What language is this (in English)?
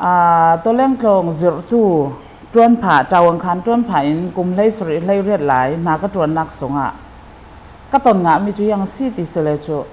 Falam Chin